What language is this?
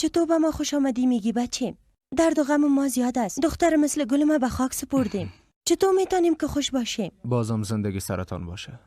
Persian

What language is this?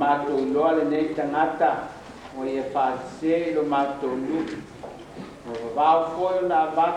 Samoan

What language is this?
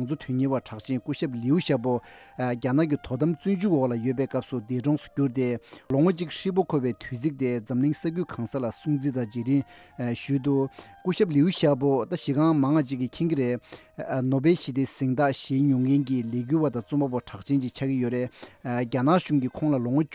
Tibetan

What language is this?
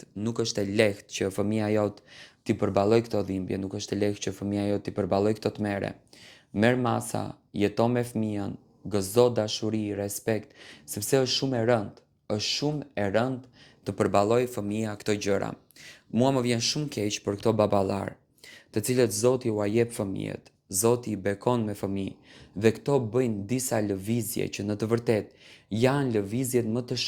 Albanian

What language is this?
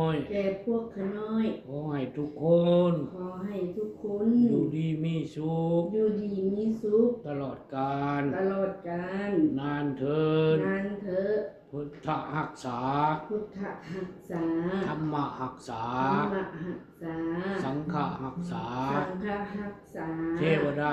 Lao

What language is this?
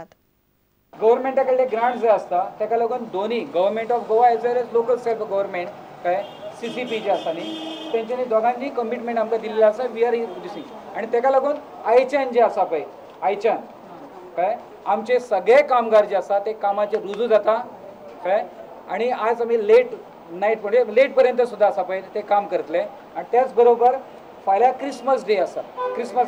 Konkani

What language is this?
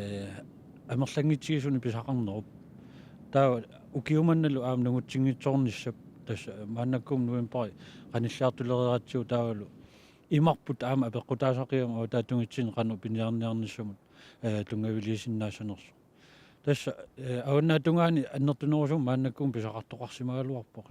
Kalaallisut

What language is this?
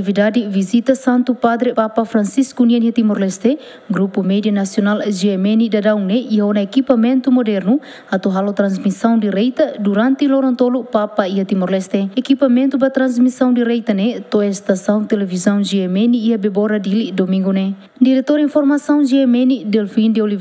Tetum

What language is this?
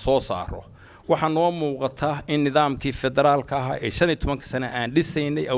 Somali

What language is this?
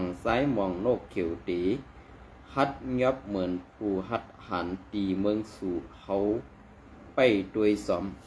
Shan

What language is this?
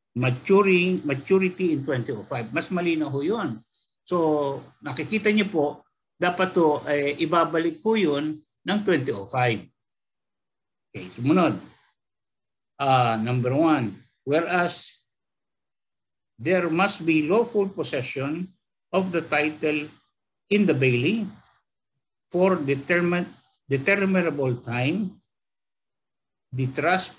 Filipino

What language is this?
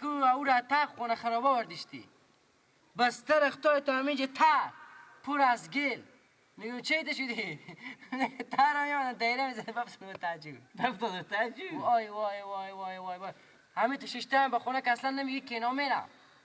Persian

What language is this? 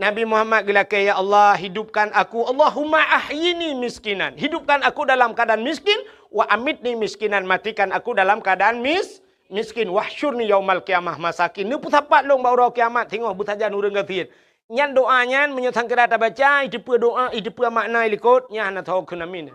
Achinese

